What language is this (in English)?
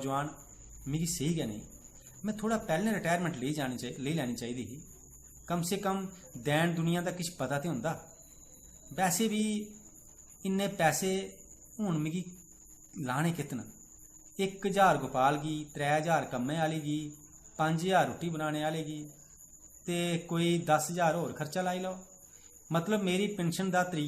Dogri